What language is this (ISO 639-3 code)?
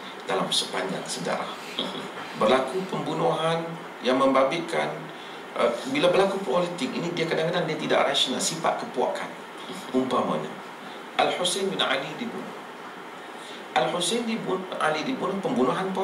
msa